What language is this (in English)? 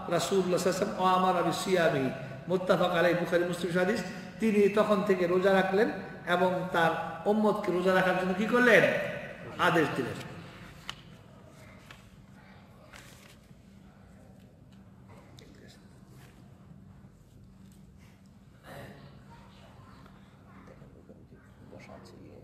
Bangla